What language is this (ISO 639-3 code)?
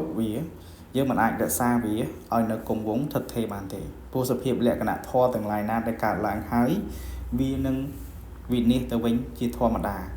khm